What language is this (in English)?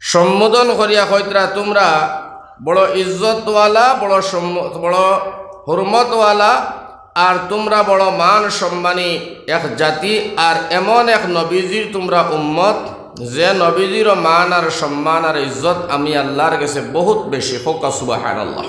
Sylheti